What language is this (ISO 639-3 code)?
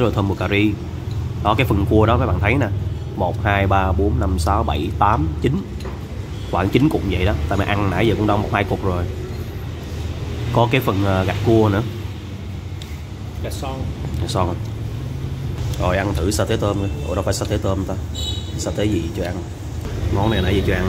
vie